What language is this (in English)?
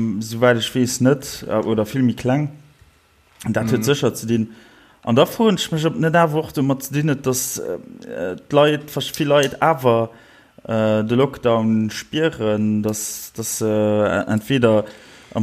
Luxembourgish